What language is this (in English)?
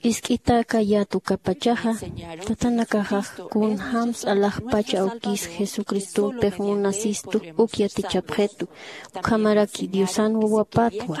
Aymara